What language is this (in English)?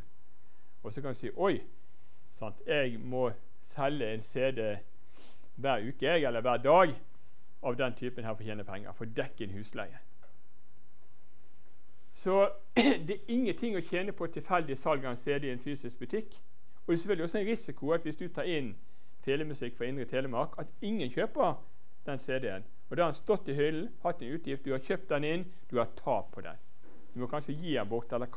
Norwegian